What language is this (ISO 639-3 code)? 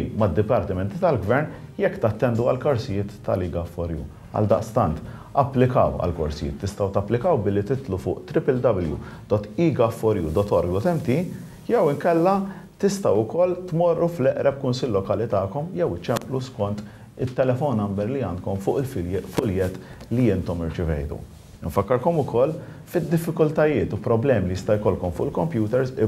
mlt